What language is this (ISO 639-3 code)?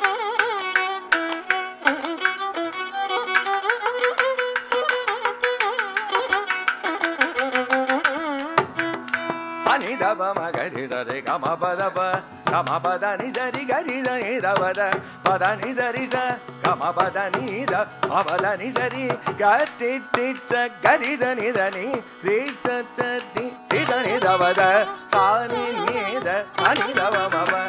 tam